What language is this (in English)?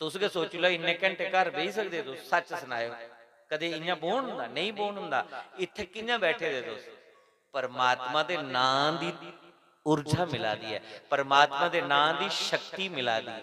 Dogri